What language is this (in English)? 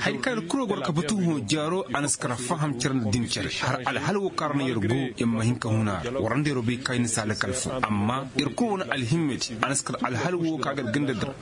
Koyraboro Senni